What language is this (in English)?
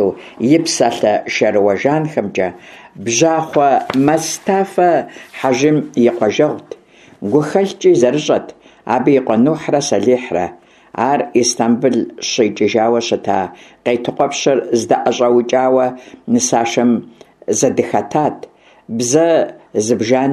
Kabardian